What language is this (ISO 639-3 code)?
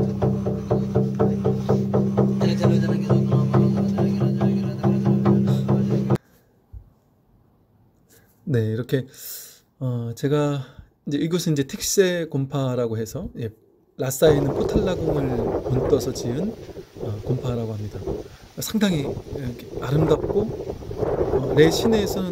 kor